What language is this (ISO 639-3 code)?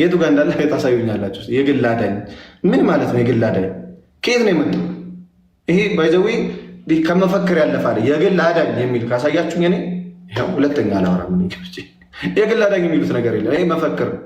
amh